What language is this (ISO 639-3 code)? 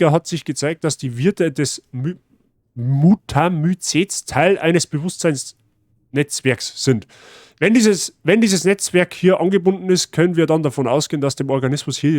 bar